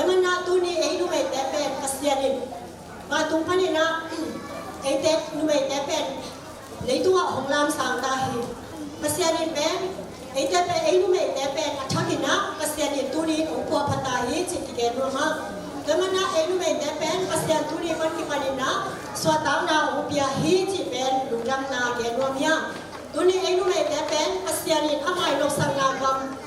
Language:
Tedim Chin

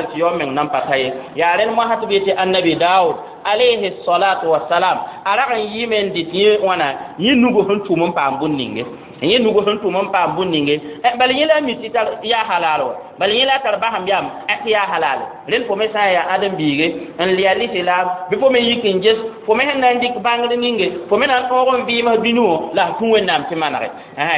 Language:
Mossi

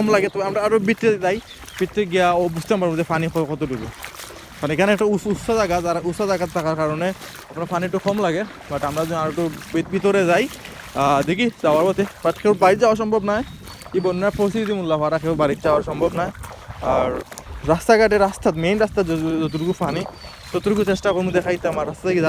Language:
Sylheti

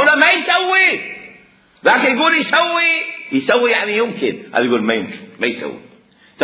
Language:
Mesopotamian Arabic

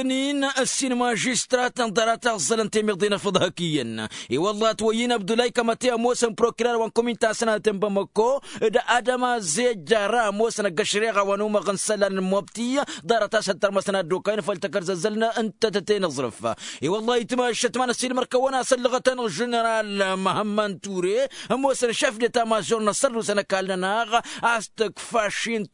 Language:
Tamasheq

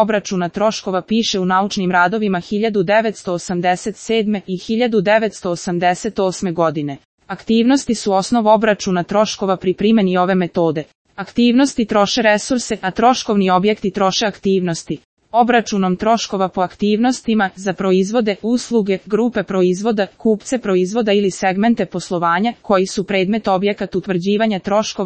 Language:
Serbian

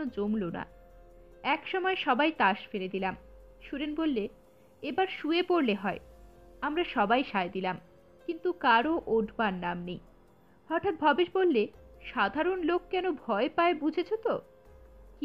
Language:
Bangla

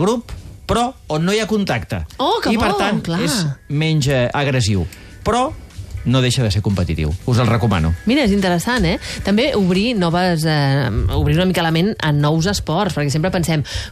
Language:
Catalan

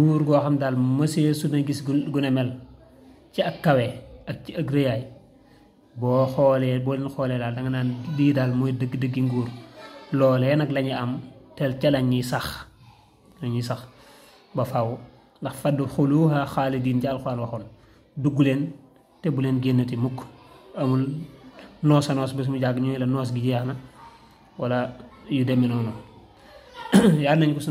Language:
Wolof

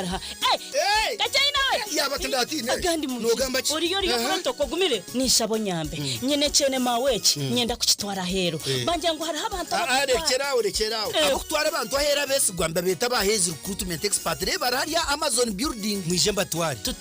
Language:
Nyankole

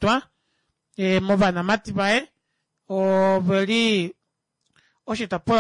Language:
Kuanyama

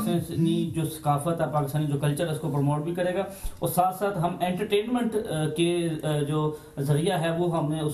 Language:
Urdu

